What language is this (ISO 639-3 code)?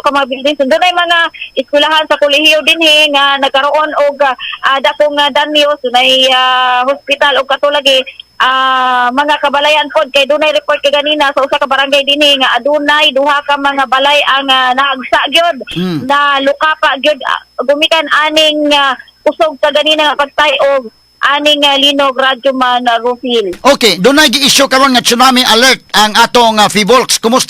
ceb